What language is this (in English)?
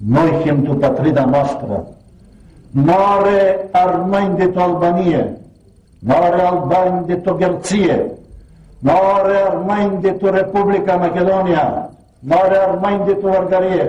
Aromanian